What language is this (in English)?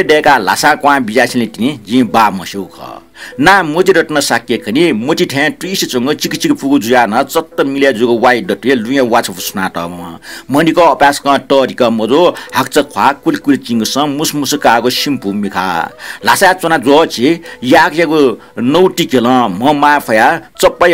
Newari